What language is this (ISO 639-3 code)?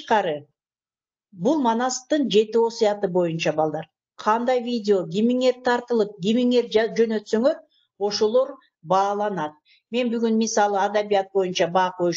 kir